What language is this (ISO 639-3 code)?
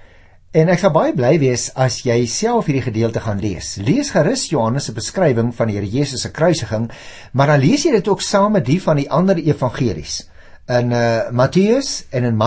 afr